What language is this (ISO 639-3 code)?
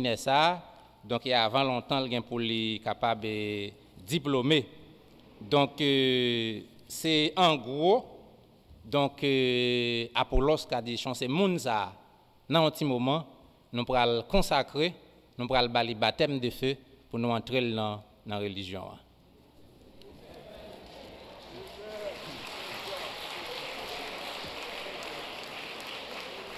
fra